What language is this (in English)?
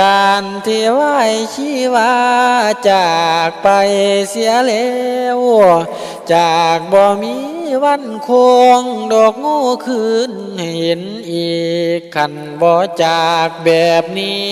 Lao